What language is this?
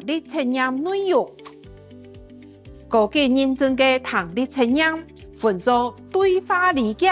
Hakka Chinese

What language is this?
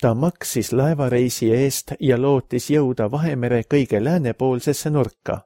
Estonian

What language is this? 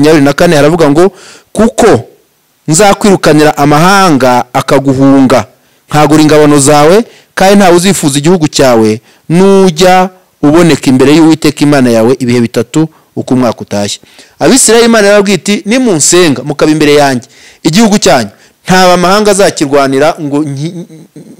Kinyarwanda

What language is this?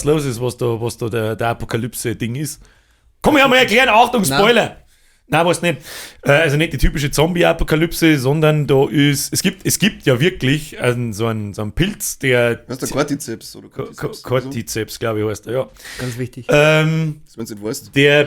Bavarian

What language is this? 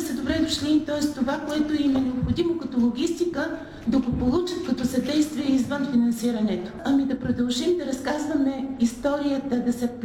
Bulgarian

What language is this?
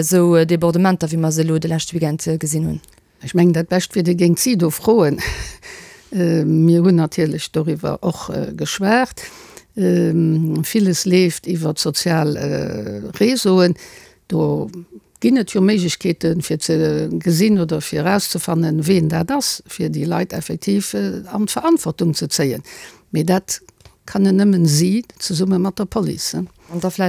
Luxembourgish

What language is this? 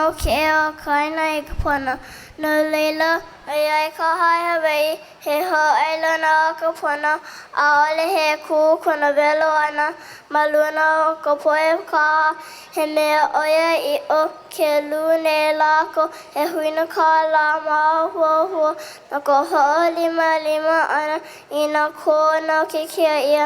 Hawaiian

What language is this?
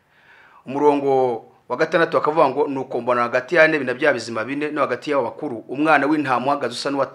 Kinyarwanda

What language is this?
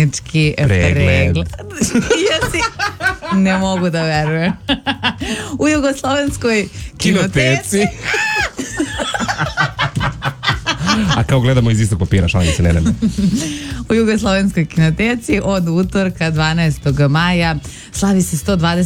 Serbian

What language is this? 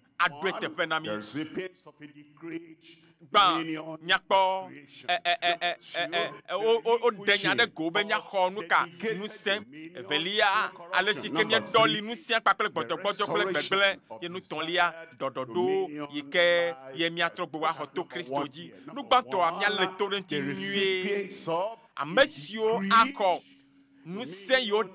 Ewe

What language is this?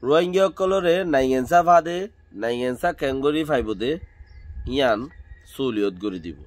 Rohingya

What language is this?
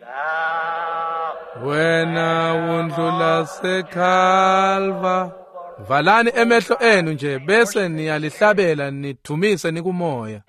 Swati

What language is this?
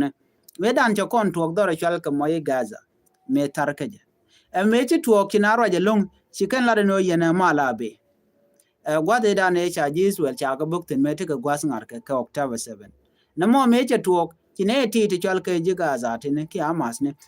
Nuer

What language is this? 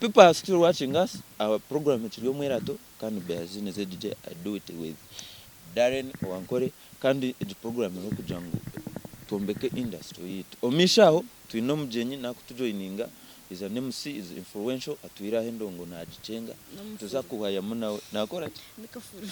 Nyankole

